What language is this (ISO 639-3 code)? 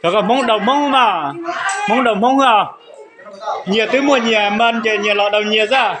hmn